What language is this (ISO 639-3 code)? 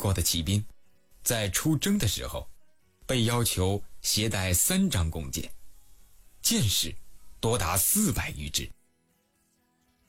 zho